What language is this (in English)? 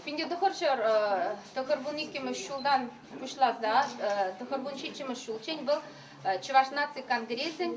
Chuvash